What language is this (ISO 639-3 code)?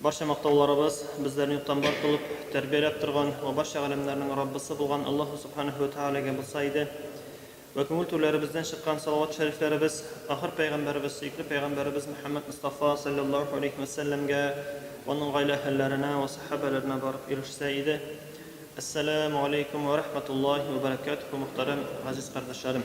tat